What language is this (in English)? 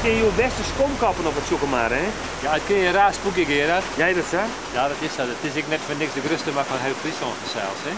Western Frisian